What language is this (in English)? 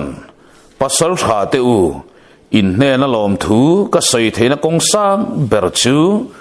Mizo